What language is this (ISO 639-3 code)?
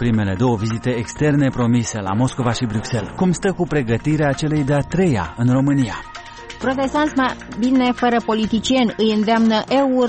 ron